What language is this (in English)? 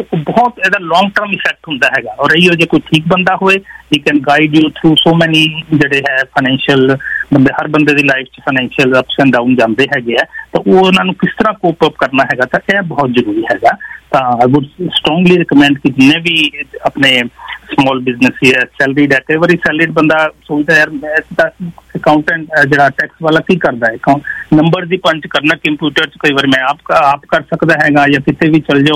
Punjabi